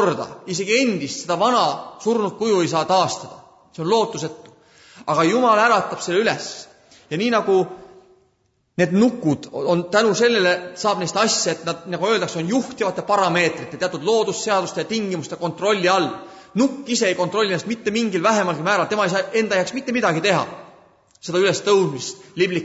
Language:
Estonian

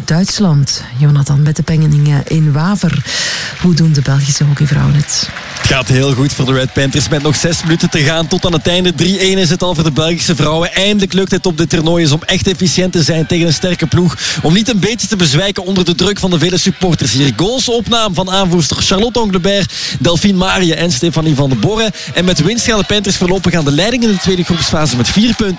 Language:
Dutch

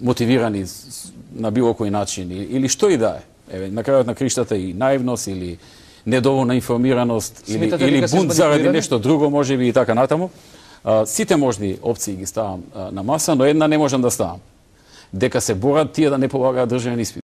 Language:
Macedonian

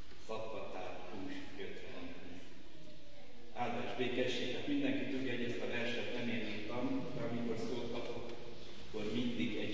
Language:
Hungarian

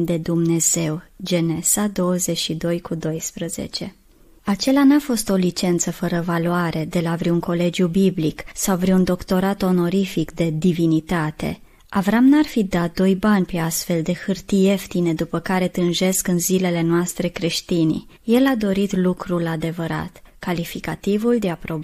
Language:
Romanian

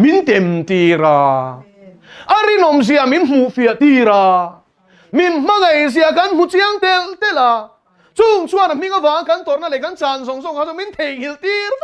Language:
Mizo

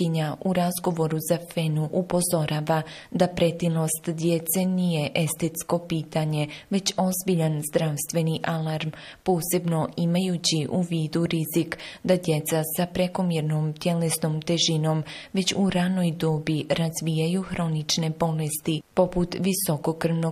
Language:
Bosnian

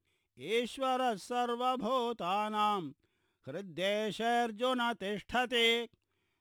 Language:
Sanskrit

